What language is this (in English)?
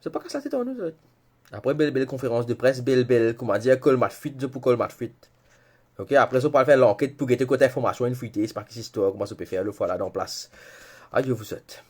Morisyen